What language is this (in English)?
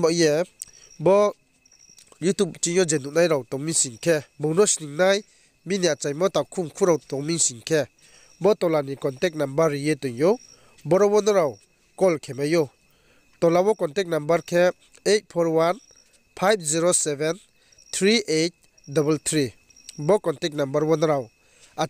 Riang (India)